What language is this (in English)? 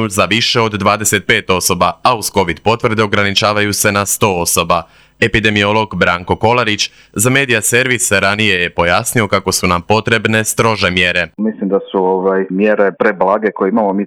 Croatian